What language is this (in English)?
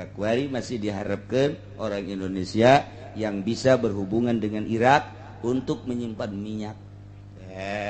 Sundanese